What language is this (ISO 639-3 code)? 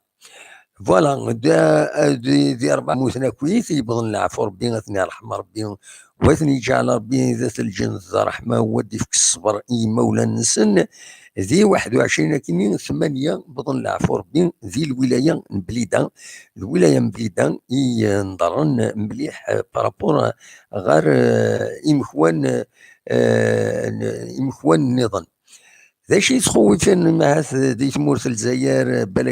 kab